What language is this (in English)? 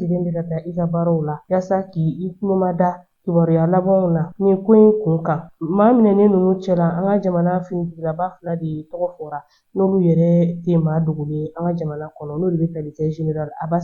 Bambara